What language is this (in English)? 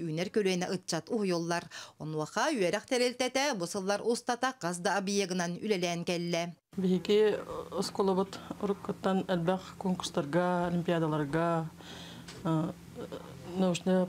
Yakut